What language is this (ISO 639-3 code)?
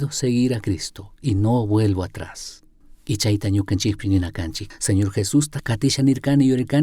qug